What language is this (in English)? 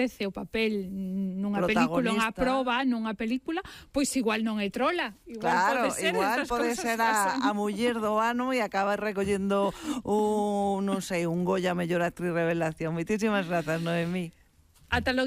Galician